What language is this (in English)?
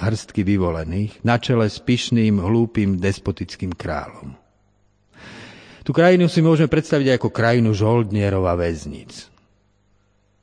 Slovak